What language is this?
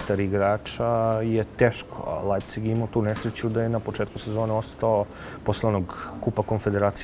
Serbian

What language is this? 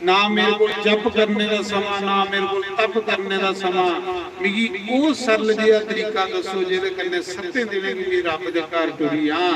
Dogri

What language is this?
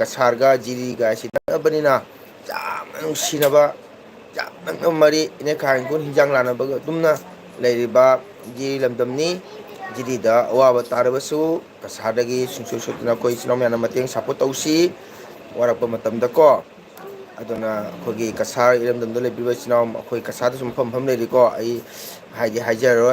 Manipuri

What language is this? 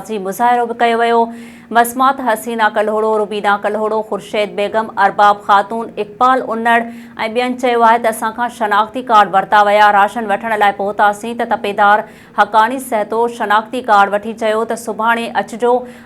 Sindhi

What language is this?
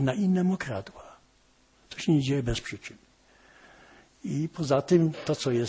Polish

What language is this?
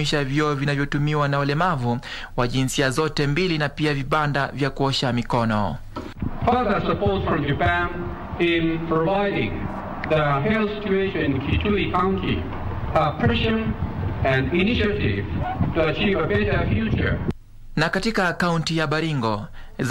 Swahili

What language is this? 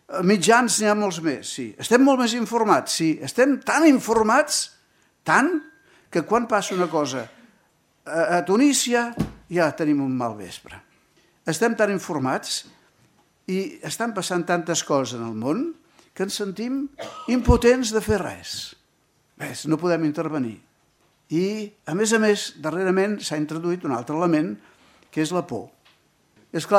Catalan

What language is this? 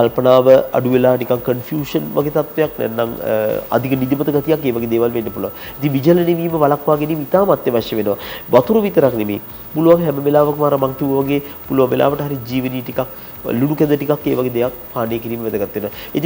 Sinhala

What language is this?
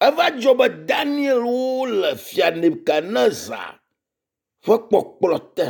Ewe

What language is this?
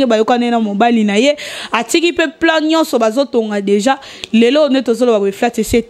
Lingala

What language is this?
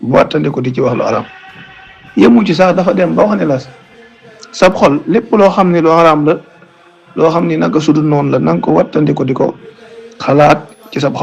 Wolof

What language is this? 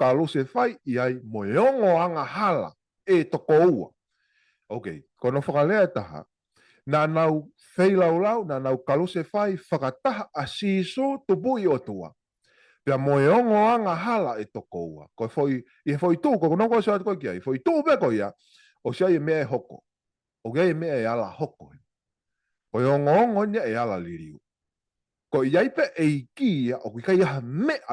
Tongan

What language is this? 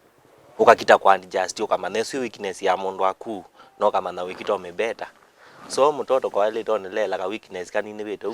Kamba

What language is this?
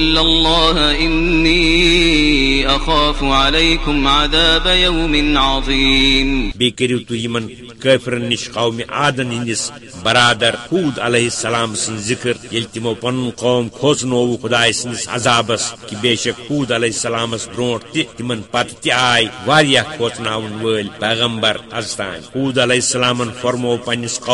Kashmiri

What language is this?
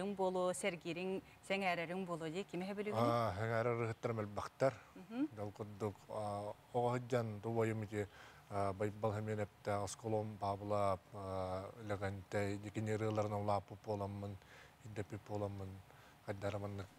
Yakut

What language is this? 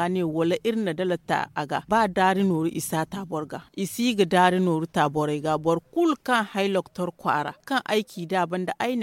Zarma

